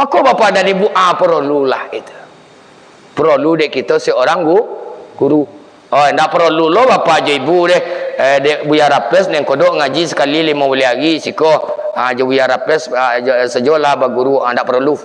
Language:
Minangkabau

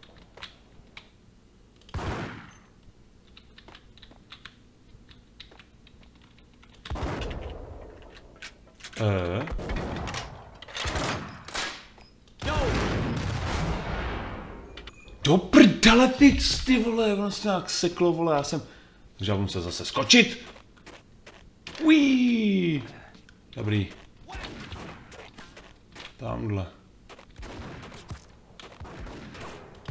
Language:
Czech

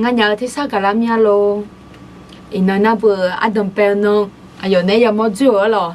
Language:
Akha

